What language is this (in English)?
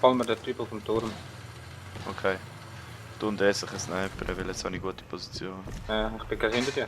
Swiss German